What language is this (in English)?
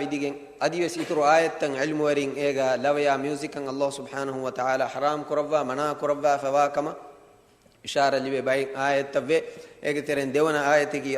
Divehi